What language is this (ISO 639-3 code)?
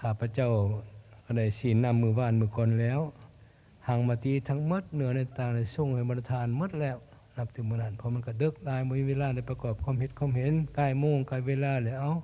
lao